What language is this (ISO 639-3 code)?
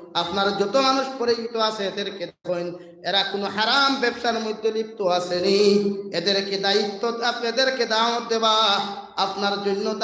syl